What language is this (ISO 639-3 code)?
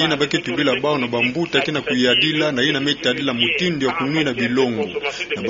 ktu